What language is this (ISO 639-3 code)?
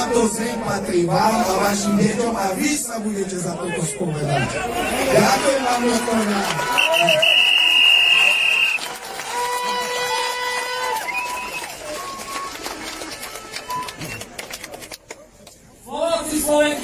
slk